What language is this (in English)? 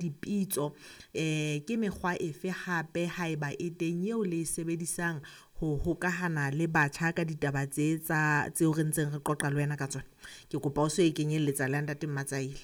Southern Sotho